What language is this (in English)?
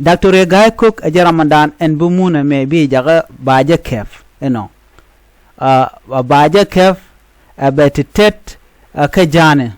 Nuer